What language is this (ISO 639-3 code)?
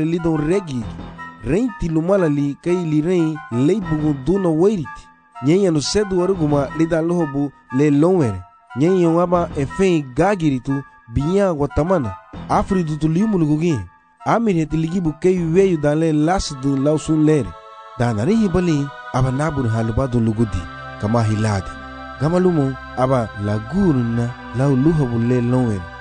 cab